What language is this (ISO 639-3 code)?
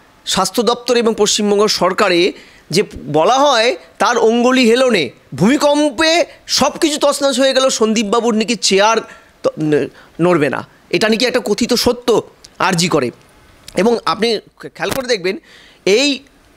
ben